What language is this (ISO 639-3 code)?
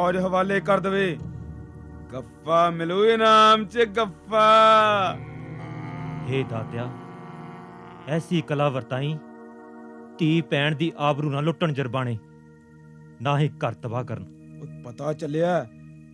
pan